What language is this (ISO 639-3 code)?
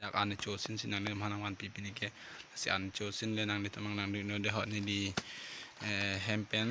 mjw